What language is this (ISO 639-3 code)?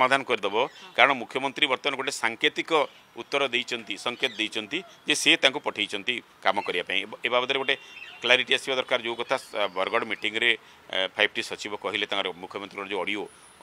ori